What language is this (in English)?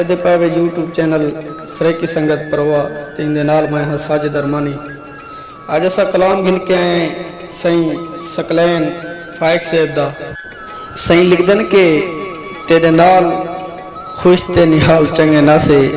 Saraiki